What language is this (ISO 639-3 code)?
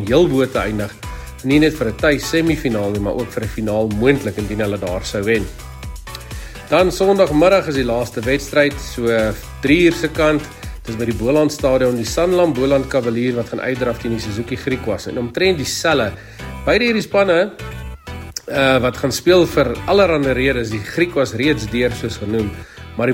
afr